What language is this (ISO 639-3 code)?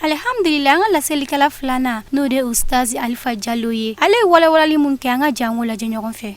bam